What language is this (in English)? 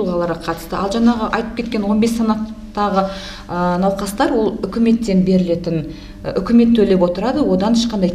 Kazakh